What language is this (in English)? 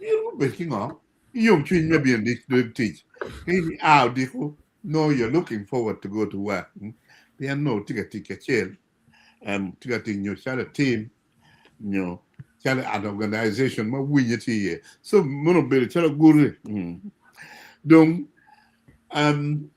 Acoli